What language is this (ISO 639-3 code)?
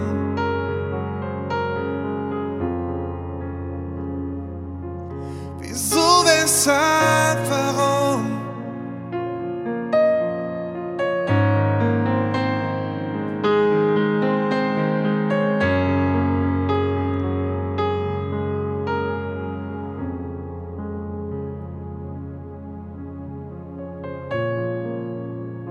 deu